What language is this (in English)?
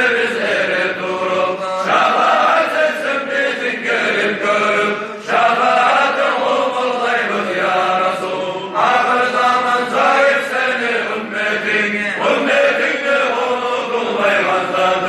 Kumyk